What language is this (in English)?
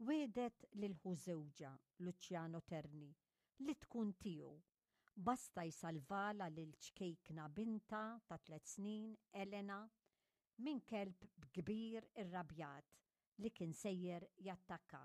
Maltese